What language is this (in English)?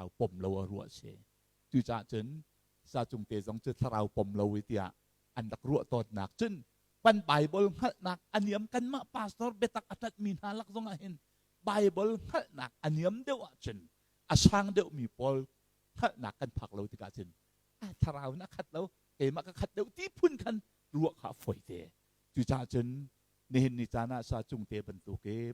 Hakha Chin